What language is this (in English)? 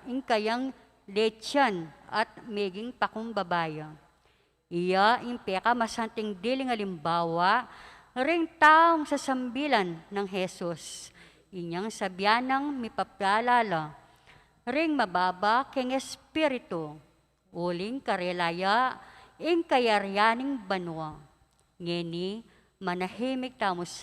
Pampanga